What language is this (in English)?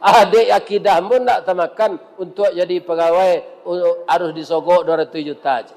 Minangkabau